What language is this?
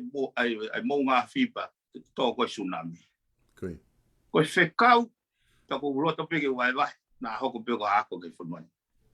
Tongan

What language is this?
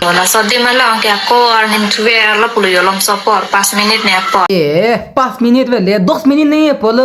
Karbi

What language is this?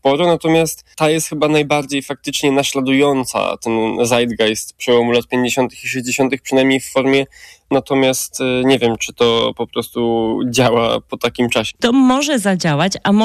Polish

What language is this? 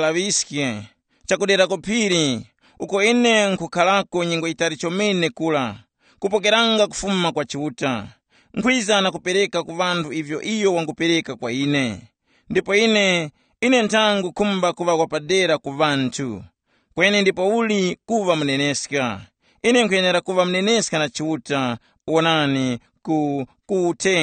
Tumbuka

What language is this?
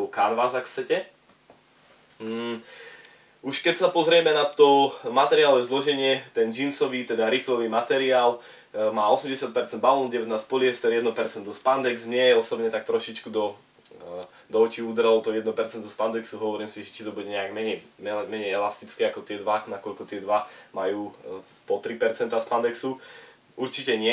Slovak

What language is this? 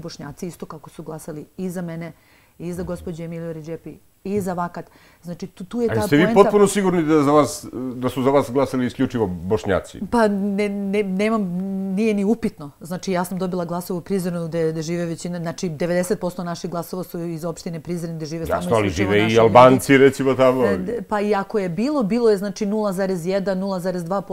Serbian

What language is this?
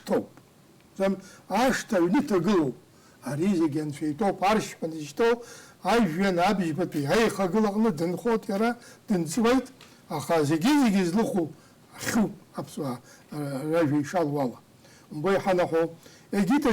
Abkhazian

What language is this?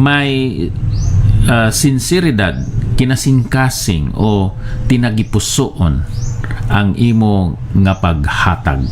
Hiligaynon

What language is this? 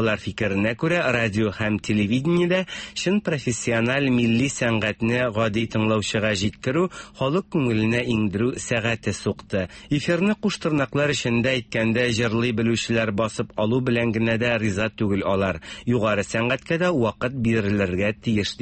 Tatar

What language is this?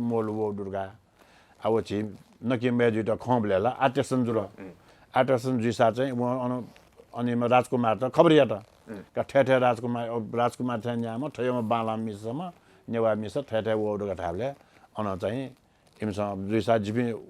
Newari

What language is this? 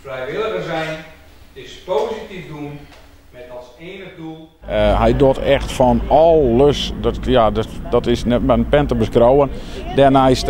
Western Frisian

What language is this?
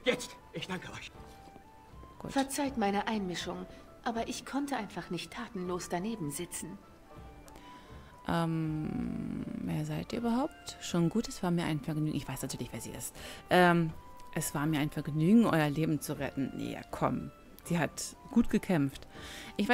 German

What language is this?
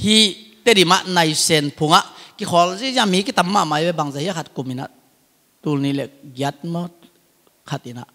Tedim Chin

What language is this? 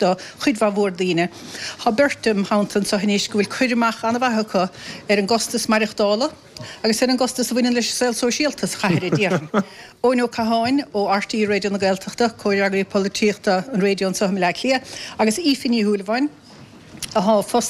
Irish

